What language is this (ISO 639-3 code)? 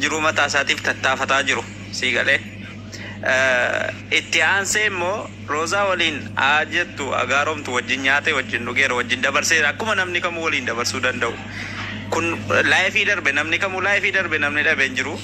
orm